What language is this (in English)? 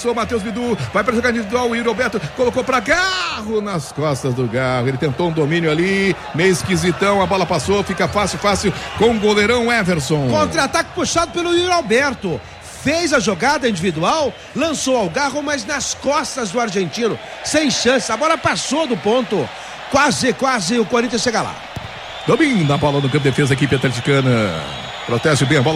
Portuguese